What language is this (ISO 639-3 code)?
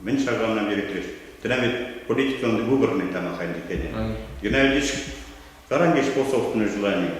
mrj